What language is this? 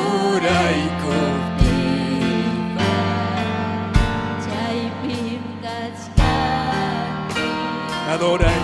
Ayacucho Quechua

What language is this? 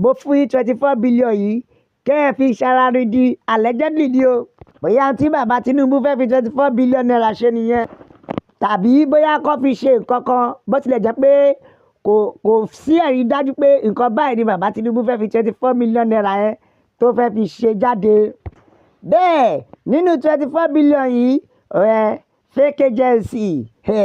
Yoruba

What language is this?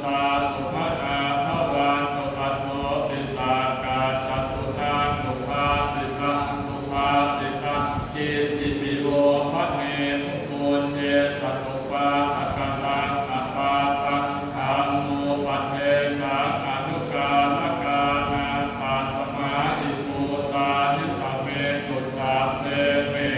Pali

